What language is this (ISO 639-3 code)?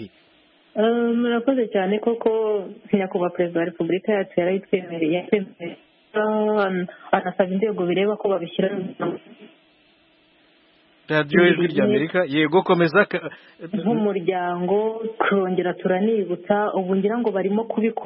kin